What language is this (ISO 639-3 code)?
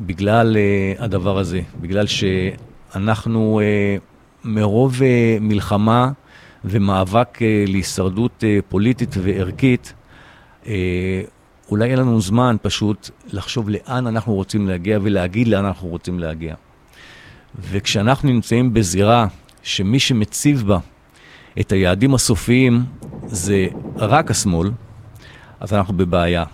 heb